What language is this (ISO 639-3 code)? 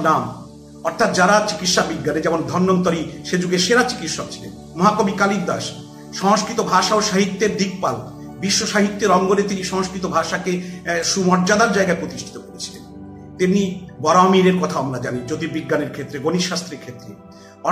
ben